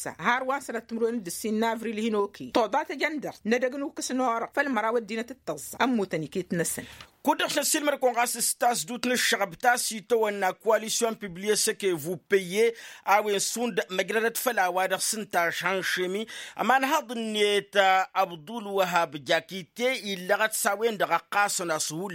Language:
Tamasheq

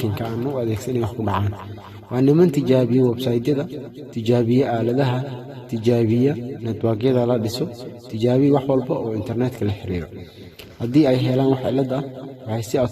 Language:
Somali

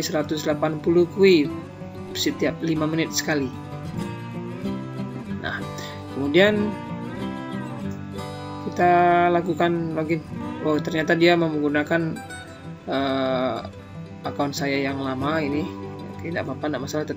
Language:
Indonesian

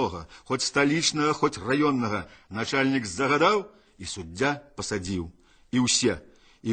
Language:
Belarusian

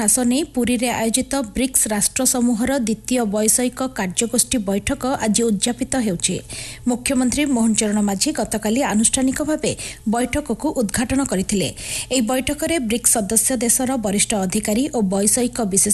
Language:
Odia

